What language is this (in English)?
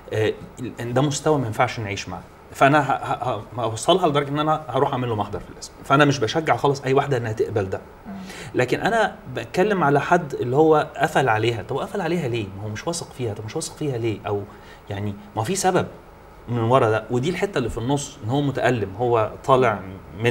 Egyptian Arabic